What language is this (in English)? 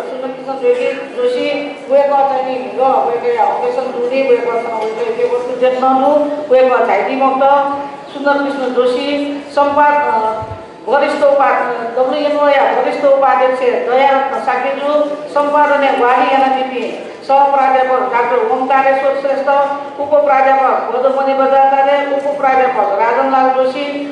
Newari